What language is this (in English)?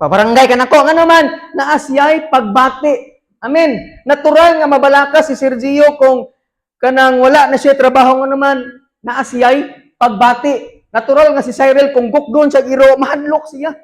Cebuano